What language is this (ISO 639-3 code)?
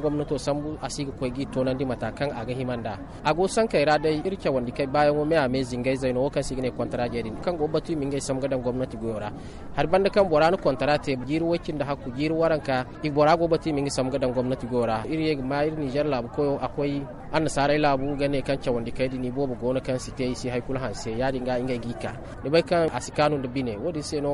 dje